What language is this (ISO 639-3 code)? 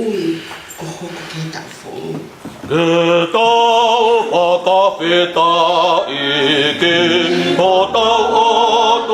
ton